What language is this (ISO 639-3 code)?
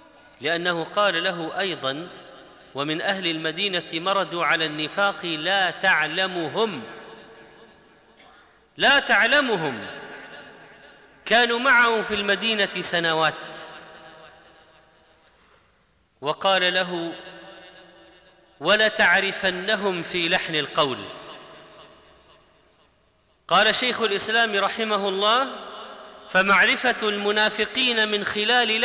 ara